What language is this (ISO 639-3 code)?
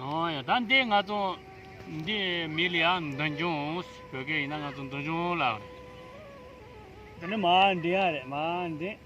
bod